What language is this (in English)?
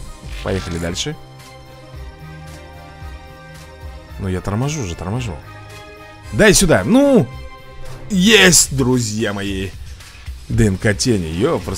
Russian